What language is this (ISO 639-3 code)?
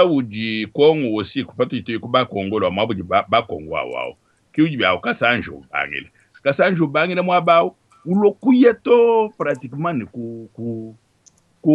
lua